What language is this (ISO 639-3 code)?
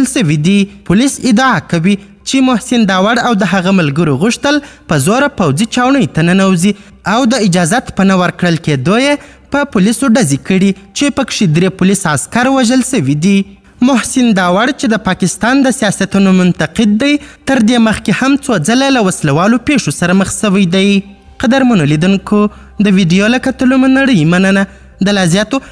pus